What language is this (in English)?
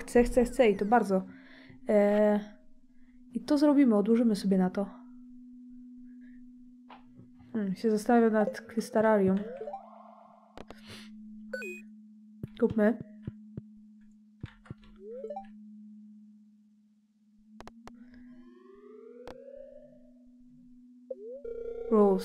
Polish